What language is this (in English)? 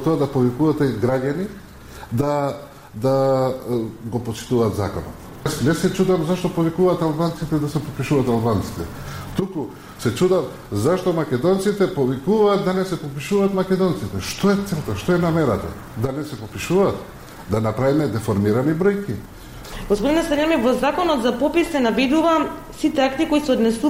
Macedonian